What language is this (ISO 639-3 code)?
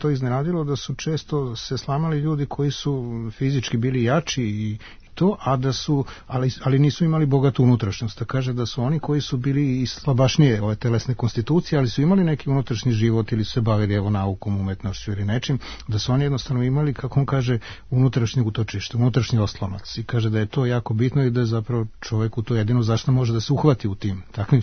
srp